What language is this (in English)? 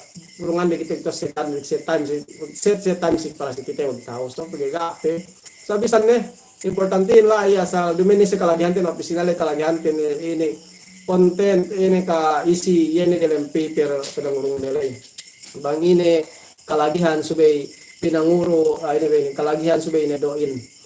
Yakan